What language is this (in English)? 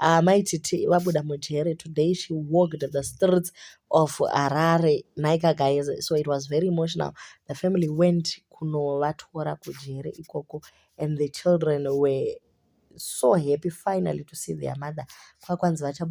Shona